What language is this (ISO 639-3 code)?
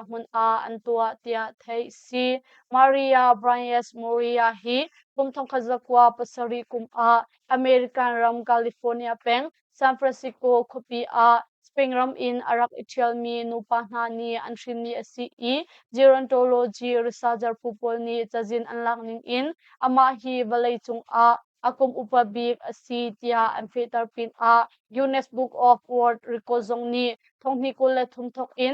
cnh